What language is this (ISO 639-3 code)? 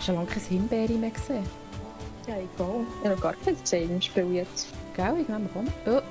gsw